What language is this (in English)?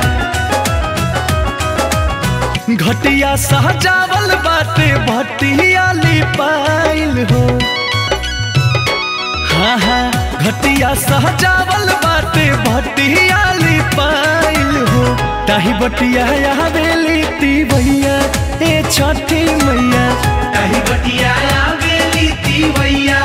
Bhojpuri